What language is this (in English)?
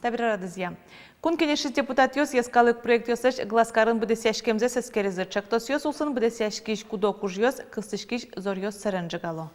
Udmurt